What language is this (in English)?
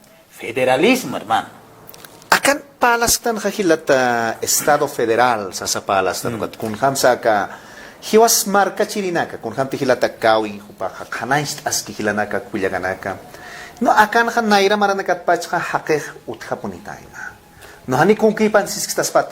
Aymara